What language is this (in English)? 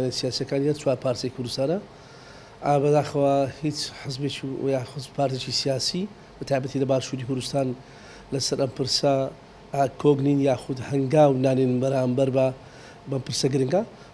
Central Kurdish